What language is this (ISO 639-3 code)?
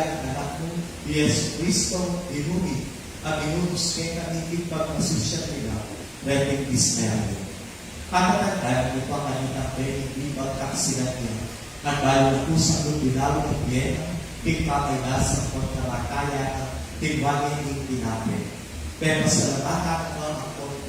pam